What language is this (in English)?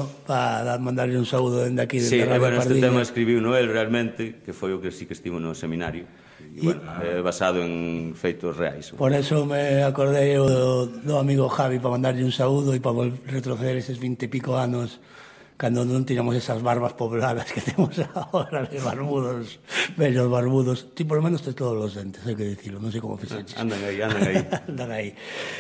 Galician